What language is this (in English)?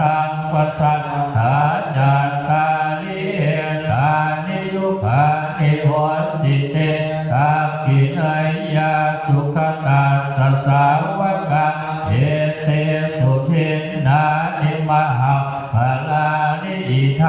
Pali